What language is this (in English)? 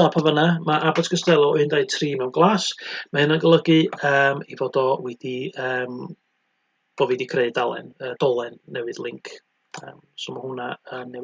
Welsh